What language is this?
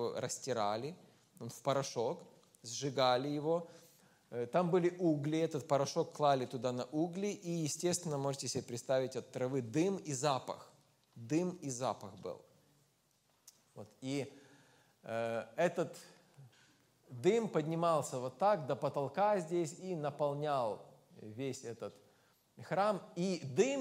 Russian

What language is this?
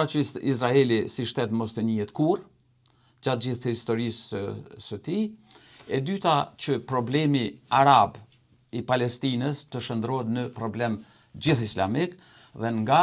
Albanian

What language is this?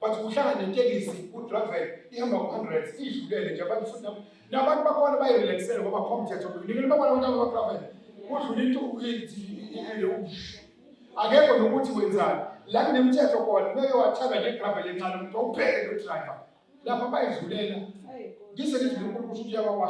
Zulu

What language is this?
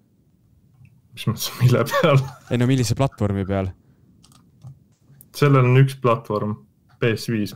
Estonian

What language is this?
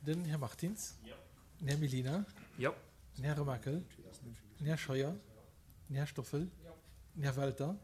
Luxembourgish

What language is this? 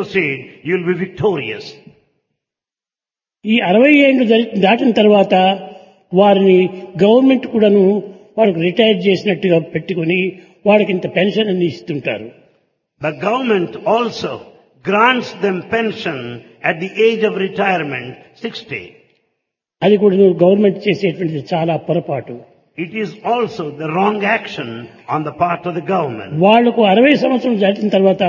Telugu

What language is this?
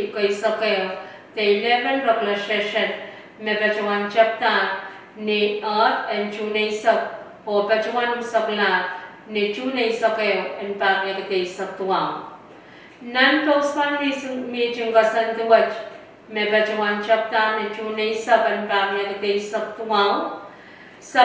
Pohnpeian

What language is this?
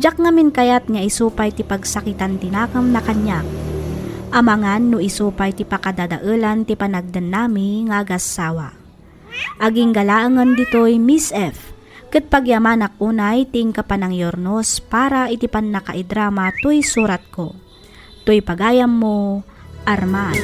Iloko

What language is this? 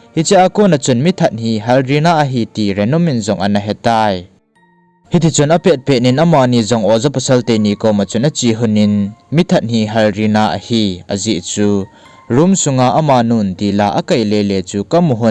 Thado Chin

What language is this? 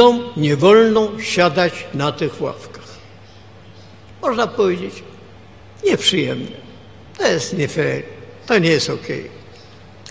Polish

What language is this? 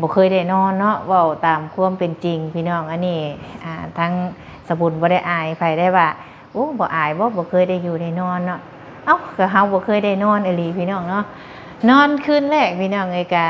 Lao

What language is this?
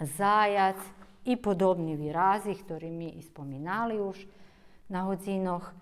Rusyn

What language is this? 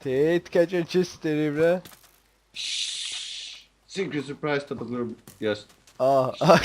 Faroese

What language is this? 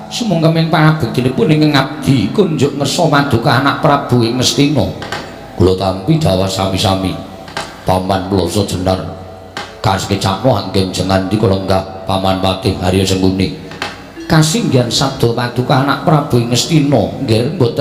Javanese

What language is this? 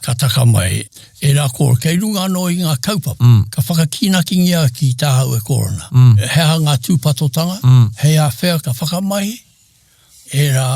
Māori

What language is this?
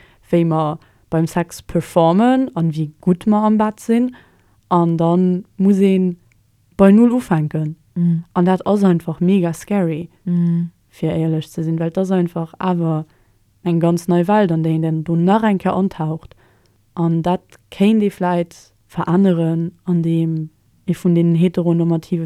Luxembourgish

